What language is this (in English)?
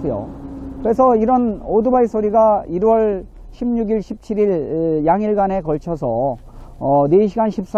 Korean